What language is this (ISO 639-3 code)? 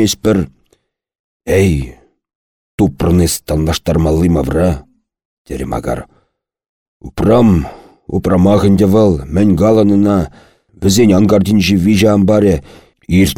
chv